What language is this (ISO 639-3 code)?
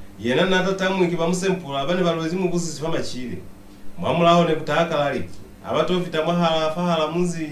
loz